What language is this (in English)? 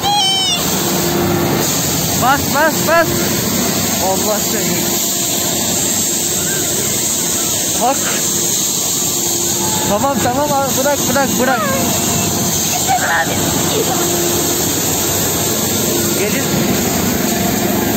Turkish